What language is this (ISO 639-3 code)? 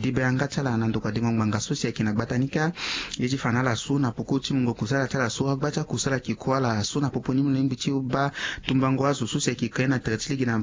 sag